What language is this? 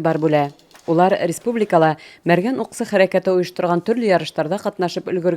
Bashkir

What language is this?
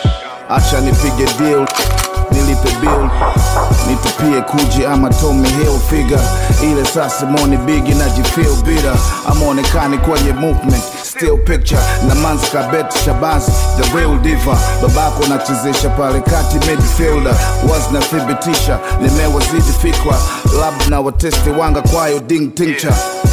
Swahili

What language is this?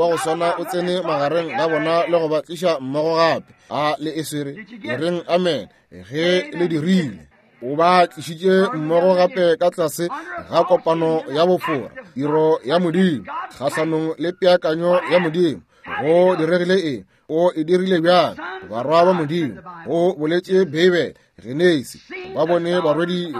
Northern Sotho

